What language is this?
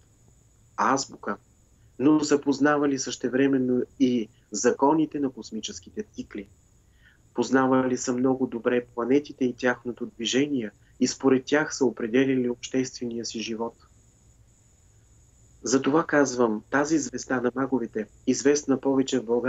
Bulgarian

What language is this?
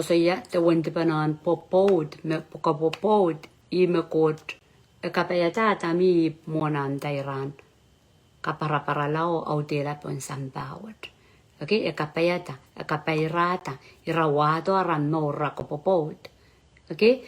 Pohnpeian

